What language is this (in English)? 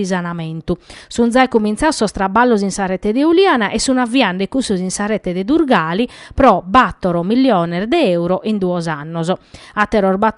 Sardinian